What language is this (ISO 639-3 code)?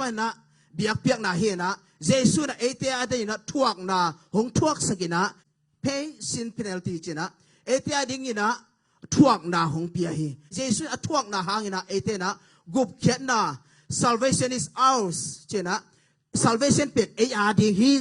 ctd